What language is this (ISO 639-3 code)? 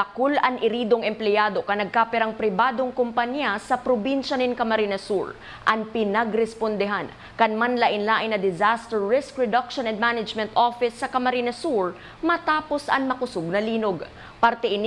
bik